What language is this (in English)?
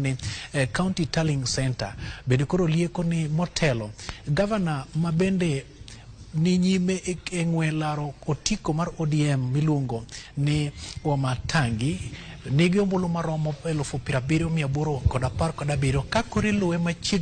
Luo (Kenya and Tanzania)